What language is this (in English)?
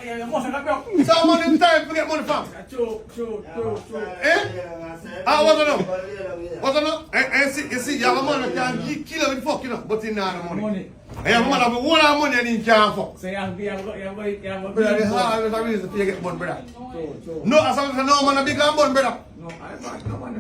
Jamaican Creole English